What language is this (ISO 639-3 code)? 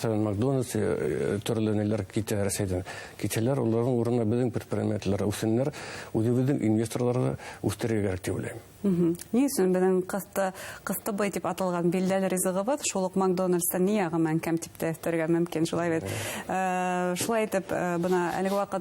bak